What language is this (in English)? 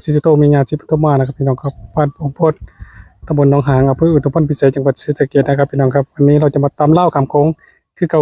Northeastern Thai